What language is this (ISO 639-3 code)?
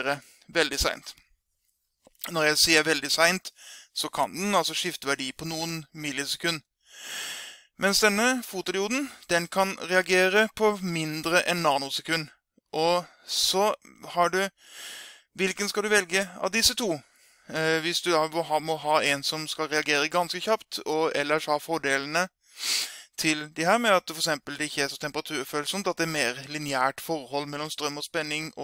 nor